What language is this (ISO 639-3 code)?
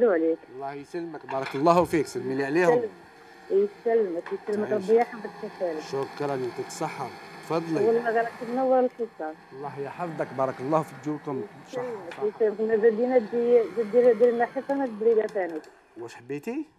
arq